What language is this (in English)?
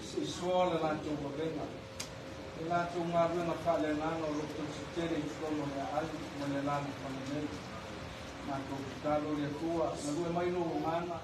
Samoan